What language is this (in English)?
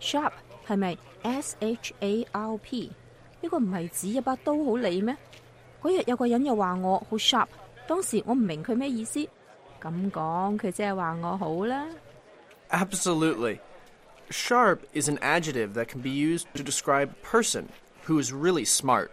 Cantonese